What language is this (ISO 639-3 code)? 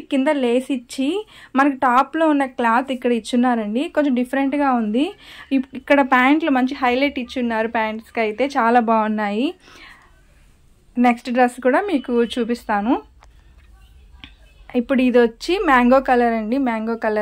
tel